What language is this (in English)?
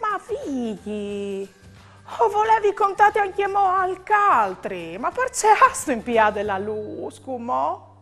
Friulian